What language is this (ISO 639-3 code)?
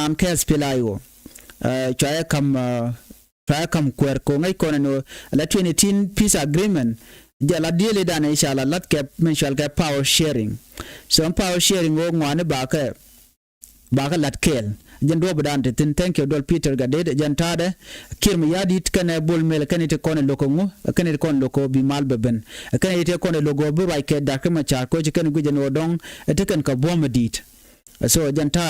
nus